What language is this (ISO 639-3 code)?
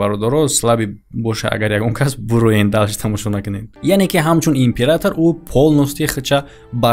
tgk